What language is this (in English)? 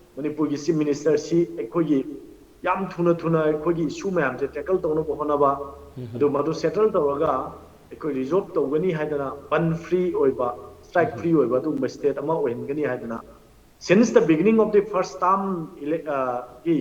Manipuri